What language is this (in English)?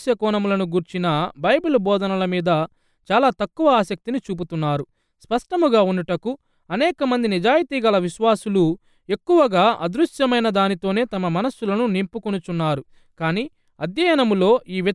Telugu